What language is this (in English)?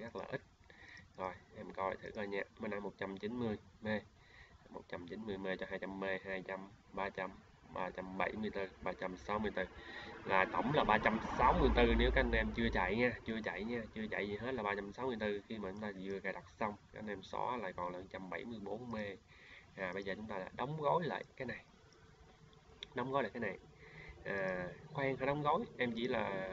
Vietnamese